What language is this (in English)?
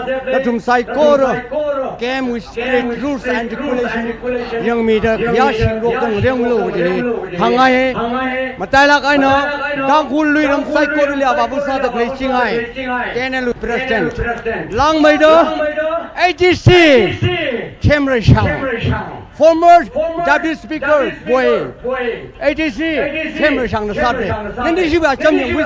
Tangkhul Naga (India)